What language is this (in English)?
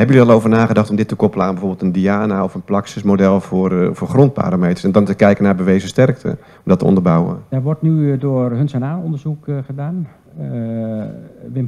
Dutch